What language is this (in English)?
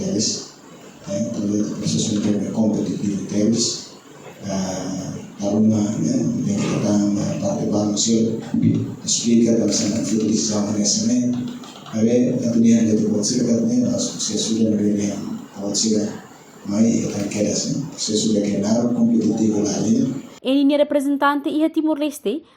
Tetum